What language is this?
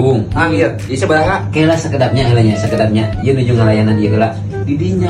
Sundanese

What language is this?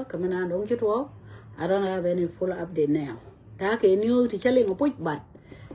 Nuer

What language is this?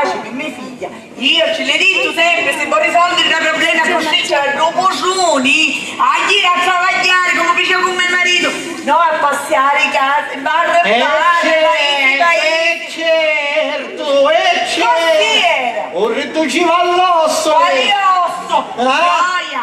Sicilian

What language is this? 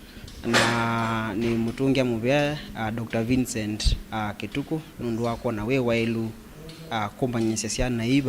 Kamba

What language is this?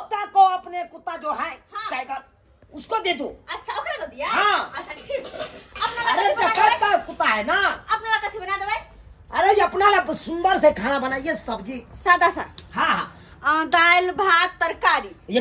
Maithili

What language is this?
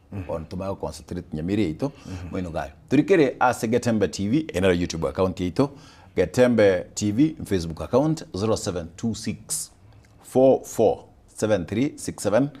Gusii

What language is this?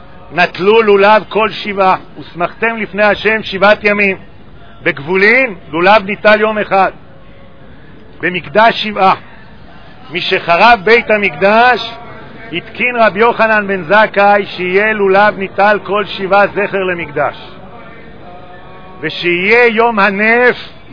Hebrew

